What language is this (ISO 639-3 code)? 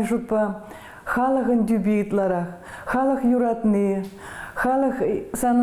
chv